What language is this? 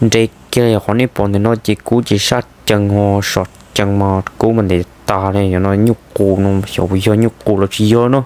Hmong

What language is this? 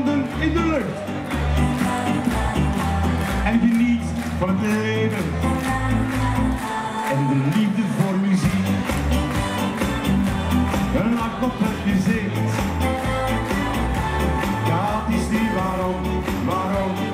Dutch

